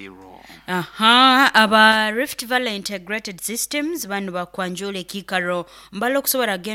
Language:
Nyoro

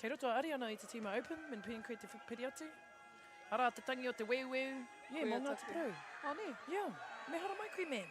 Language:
Māori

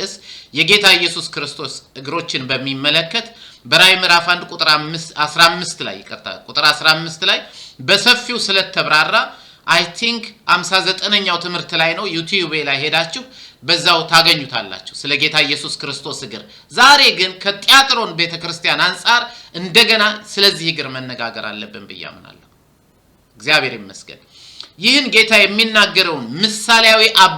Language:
Amharic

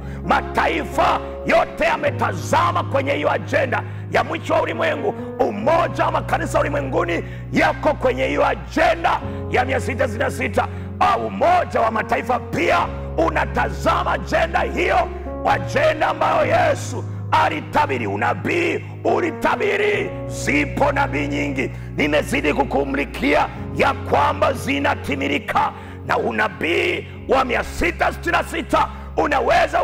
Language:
Swahili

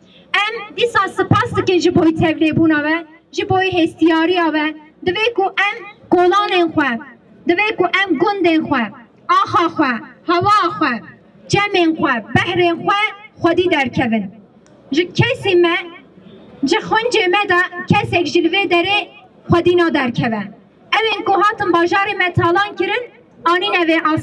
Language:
Kurdish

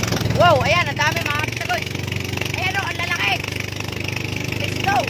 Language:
Filipino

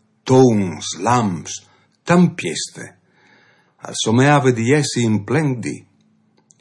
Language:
Friulian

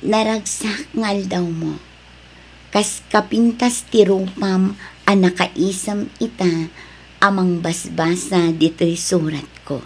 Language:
Iloko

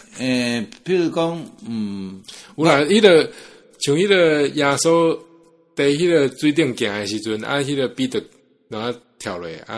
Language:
Min Nan Chinese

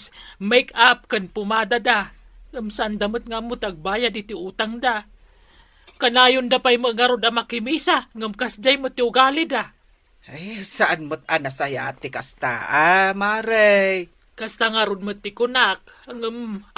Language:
Iloko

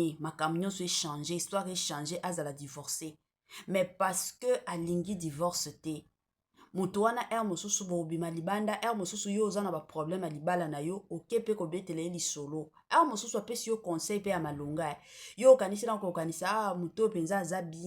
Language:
Lingala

